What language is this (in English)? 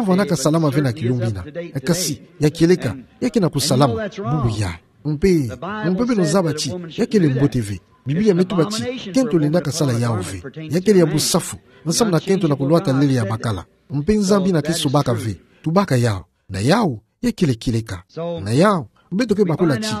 Kituba (Democratic Republic of Congo)